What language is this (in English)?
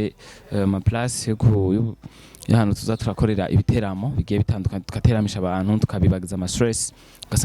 Rundi